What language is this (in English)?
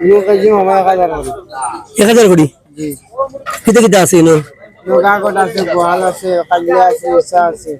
Sylheti